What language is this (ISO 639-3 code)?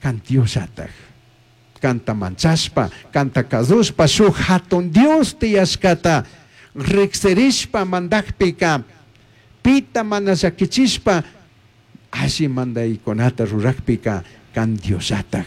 qug